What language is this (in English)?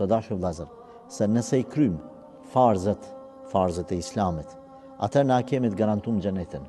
Albanian